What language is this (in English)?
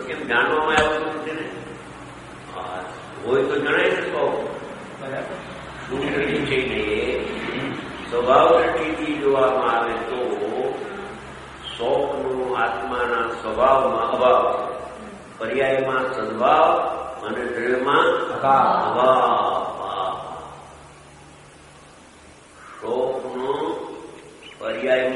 Gujarati